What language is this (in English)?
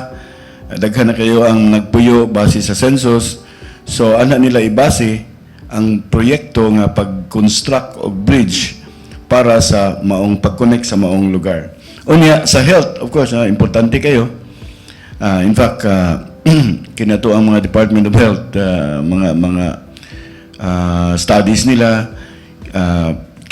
Cebuano